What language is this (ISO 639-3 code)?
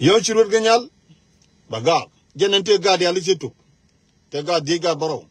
nus